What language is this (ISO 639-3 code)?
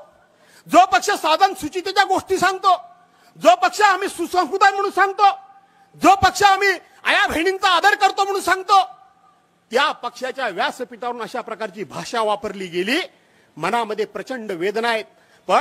mar